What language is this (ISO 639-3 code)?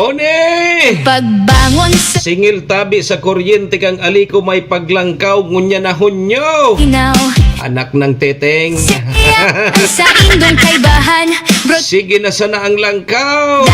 bik